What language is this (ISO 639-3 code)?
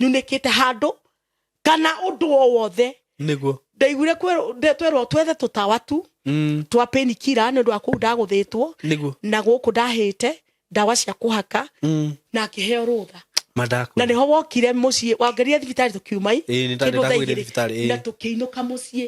kik